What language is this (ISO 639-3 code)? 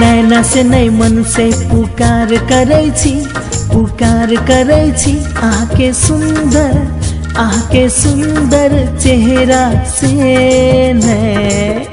mai